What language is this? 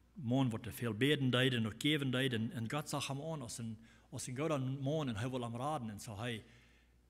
Plautdietsch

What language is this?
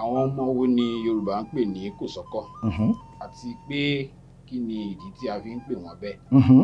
Yoruba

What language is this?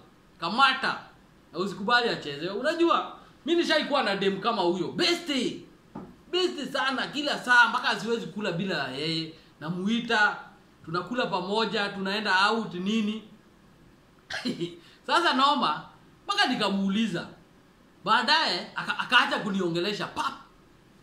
Swahili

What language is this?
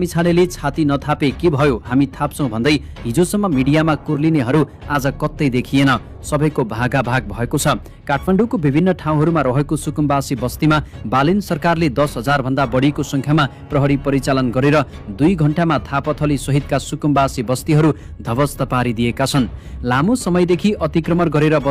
Nepali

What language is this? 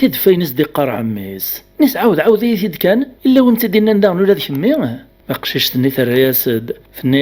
Kabyle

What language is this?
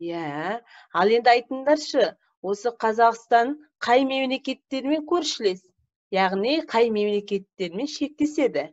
Kazakh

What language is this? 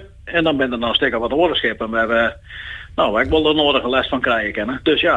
Western Frisian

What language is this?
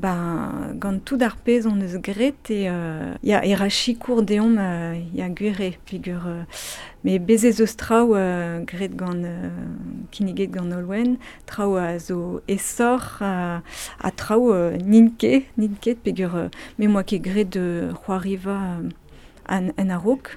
Breton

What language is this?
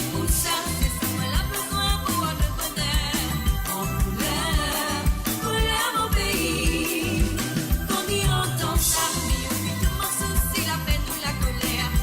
Morisyen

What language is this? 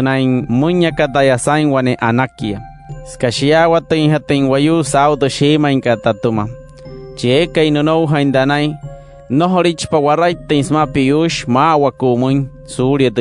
Wayuu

